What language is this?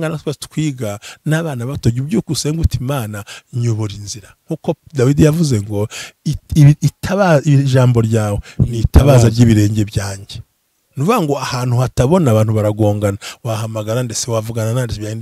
Kinyarwanda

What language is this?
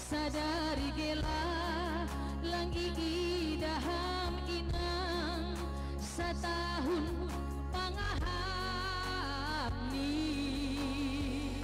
Batak Simalungun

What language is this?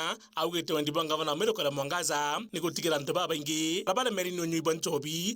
Meru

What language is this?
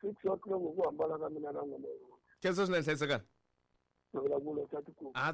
Tsonga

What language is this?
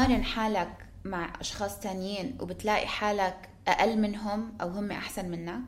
North Levantine Arabic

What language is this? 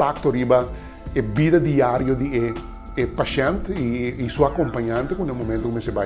Papiamento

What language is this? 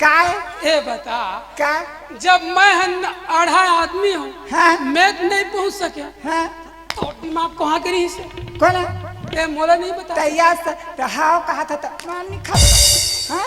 Chhattisgarhi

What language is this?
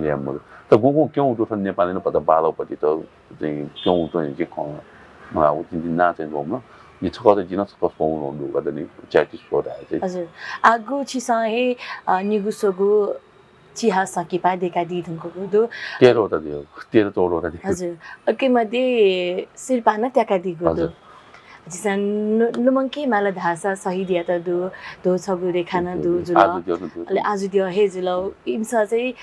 Newari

